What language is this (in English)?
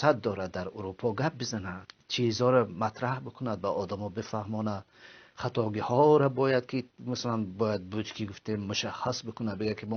Tajik